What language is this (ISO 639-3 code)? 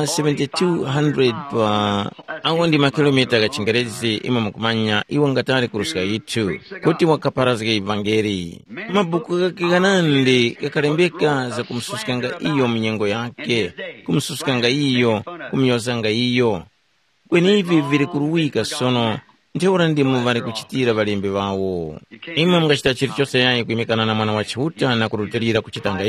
tum